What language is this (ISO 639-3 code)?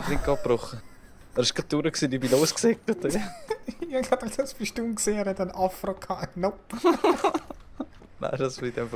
gsw